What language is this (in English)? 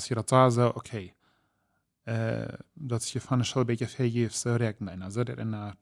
Plautdietsch